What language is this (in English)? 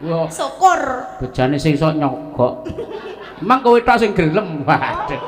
Javanese